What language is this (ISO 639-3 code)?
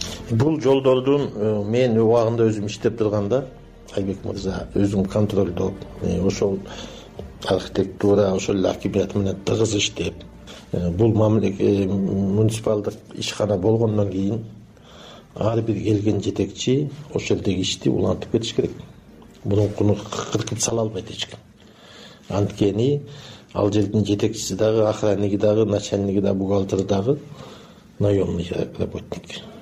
kir